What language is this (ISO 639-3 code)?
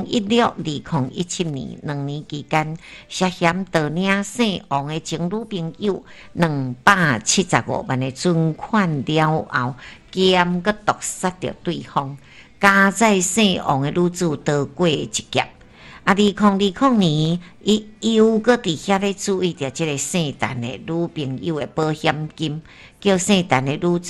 nan